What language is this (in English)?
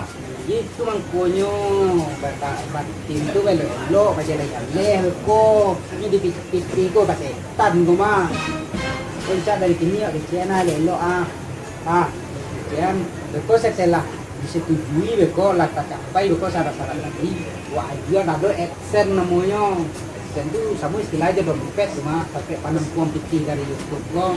Minangkabau